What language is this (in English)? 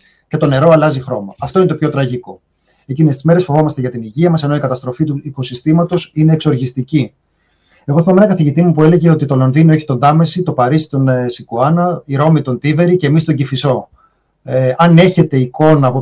Greek